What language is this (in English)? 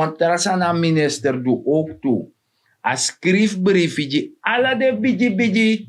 Sranan Tongo